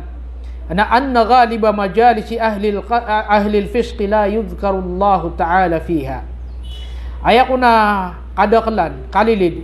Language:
Maranao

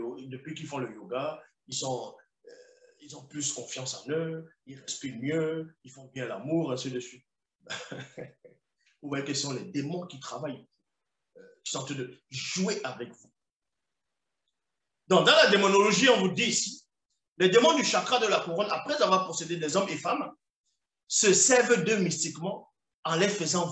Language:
French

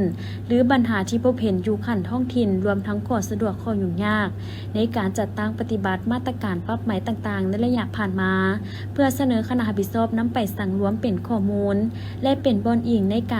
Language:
Lao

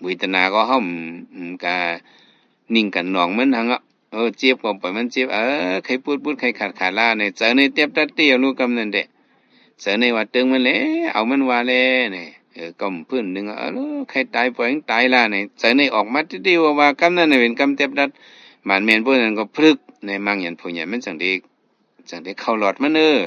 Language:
Shan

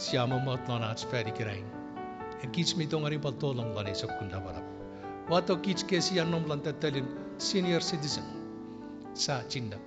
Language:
Chuukese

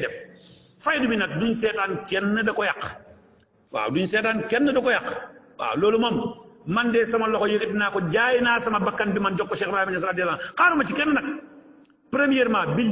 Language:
Wolof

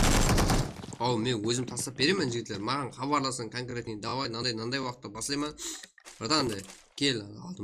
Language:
Kara-Kalpak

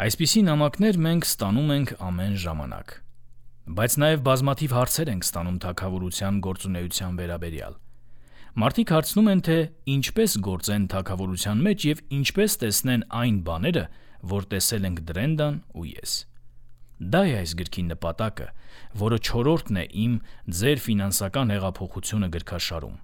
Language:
Armenian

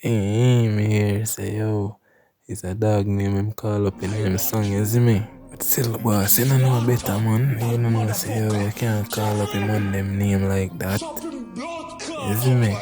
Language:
Jamaican Creole English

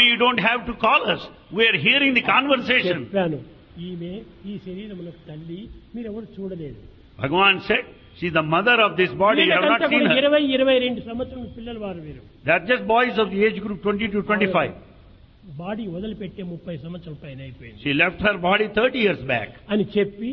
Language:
Telugu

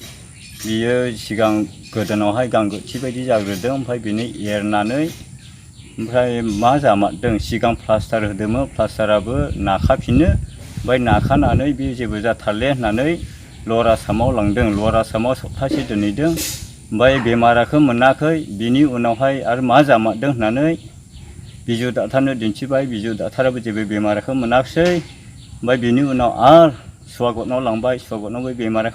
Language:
Bodo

